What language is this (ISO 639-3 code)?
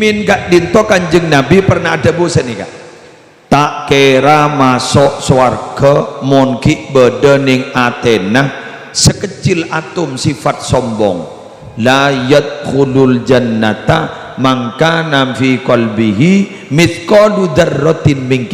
mad